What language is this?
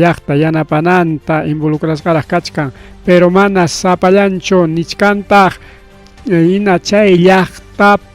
Ayacucho Quechua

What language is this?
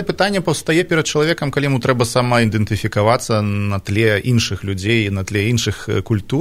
Belarusian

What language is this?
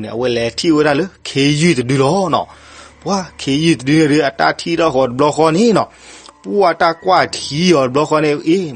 S'gaw Karen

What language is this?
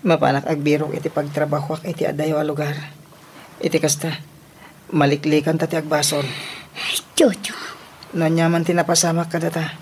Iloko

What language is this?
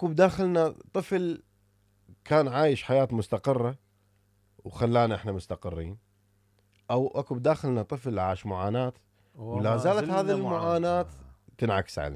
Mesopotamian Arabic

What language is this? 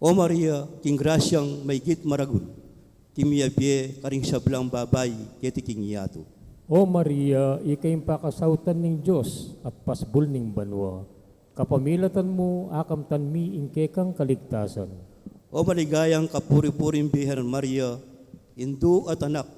Pampanga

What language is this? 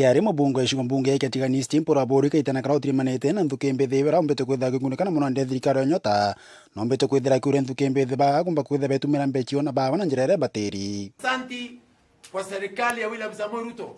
Meru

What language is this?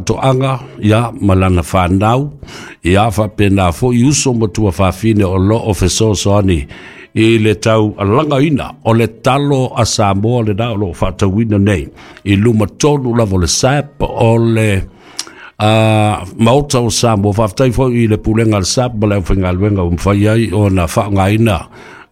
Samoan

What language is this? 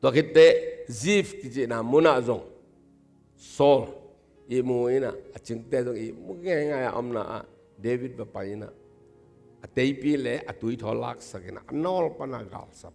Tedim Chin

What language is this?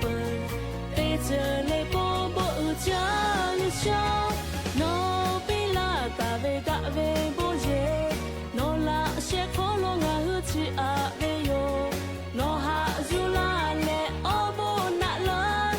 Lahu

